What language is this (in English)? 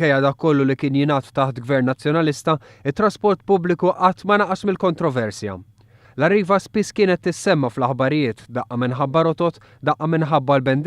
Maltese